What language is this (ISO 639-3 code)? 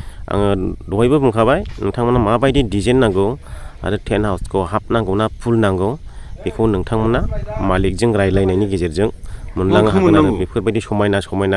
brx